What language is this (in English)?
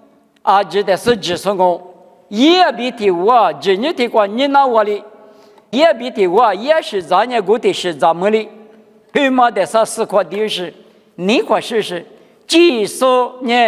Lisu